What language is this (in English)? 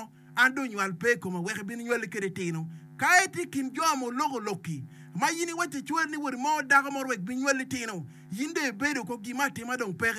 Acoli